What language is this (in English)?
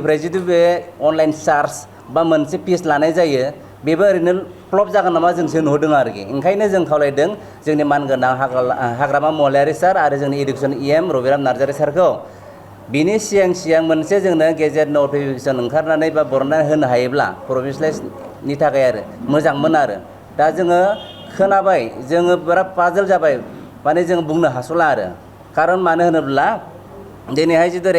Bodo